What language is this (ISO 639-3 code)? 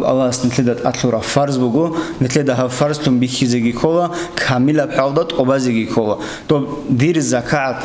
ava